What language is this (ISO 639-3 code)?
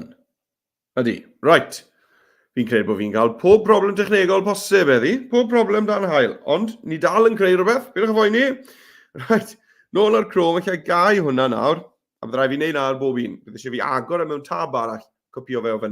cym